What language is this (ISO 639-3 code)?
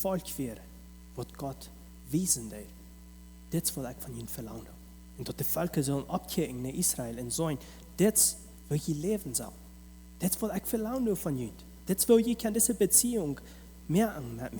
pdt